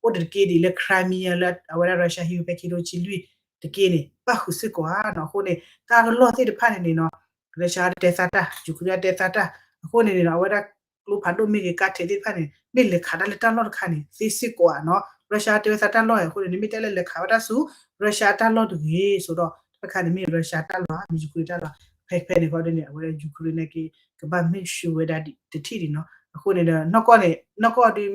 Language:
S'gaw Karen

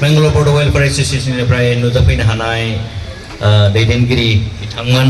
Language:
Bodo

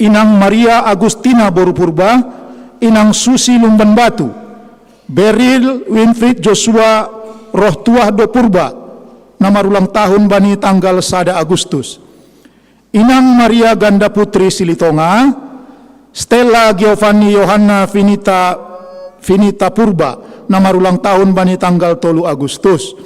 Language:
Batak Simalungun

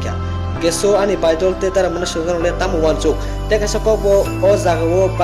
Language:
Kok Borok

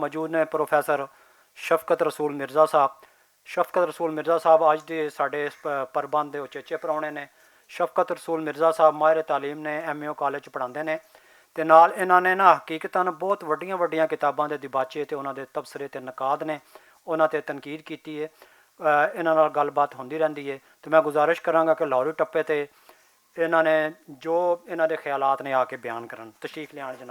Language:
Western Panjabi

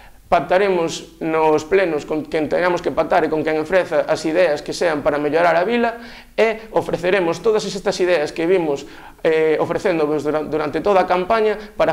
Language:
Galician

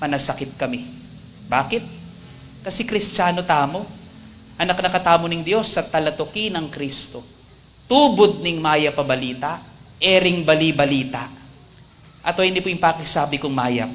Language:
Pampanga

